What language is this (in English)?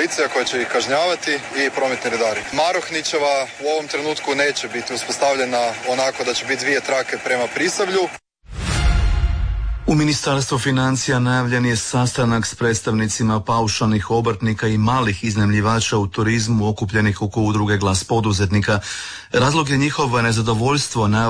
Croatian